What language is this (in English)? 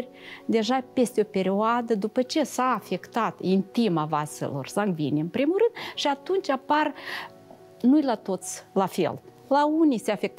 Romanian